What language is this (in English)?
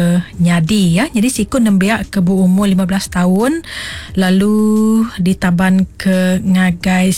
Iban